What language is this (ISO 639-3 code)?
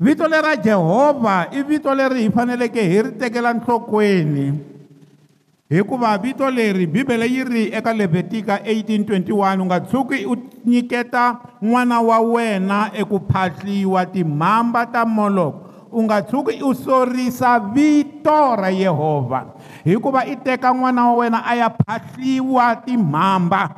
tso